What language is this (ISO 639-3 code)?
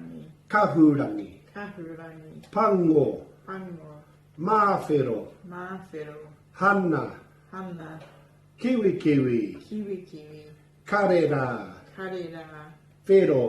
mri